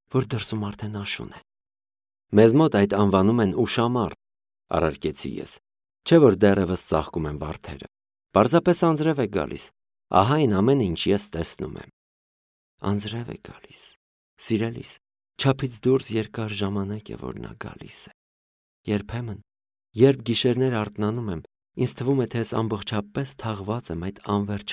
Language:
Armenian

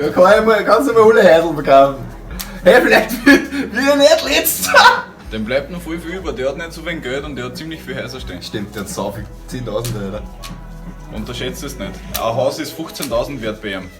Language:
Bavarian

